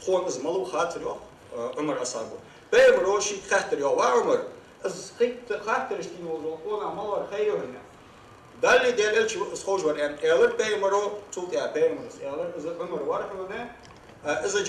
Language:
Ingush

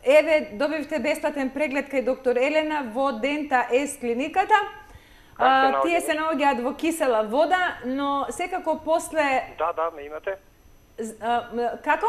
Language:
Macedonian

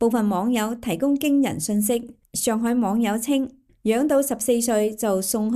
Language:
Cantonese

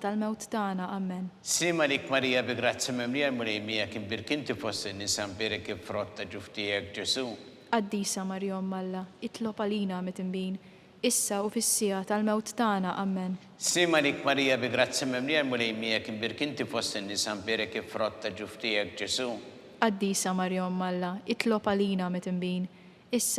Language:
Maltese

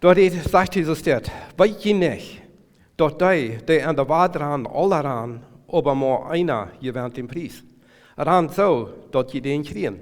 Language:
Plautdietsch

